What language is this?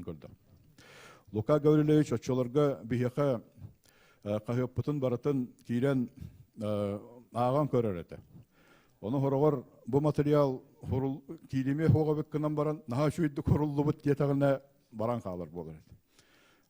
Yakut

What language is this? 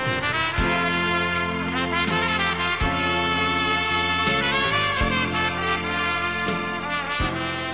Kannada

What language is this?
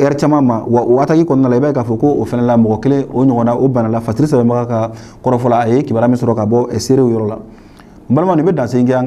Bambara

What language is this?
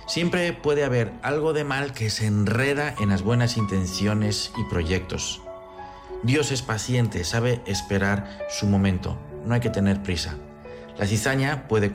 Spanish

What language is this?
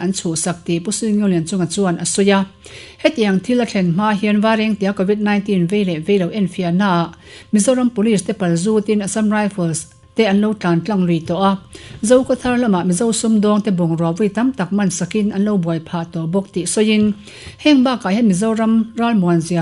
Mizo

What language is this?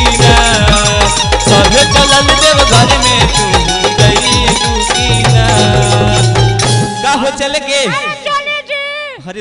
Bhojpuri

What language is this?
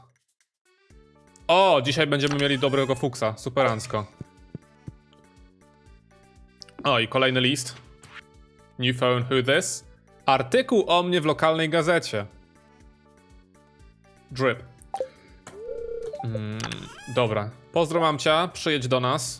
Polish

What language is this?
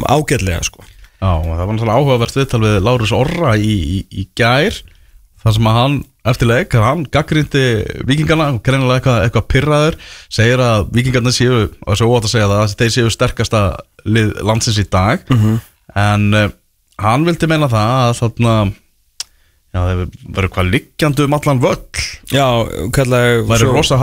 Icelandic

